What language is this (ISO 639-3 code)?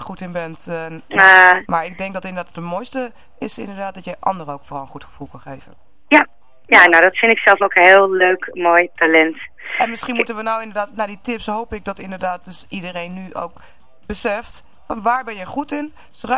nld